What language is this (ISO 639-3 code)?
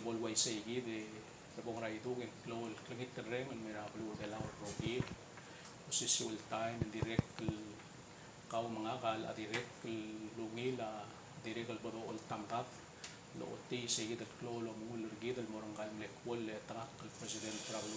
pau